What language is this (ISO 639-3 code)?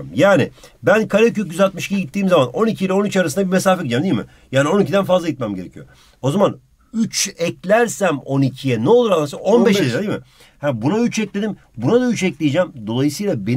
tur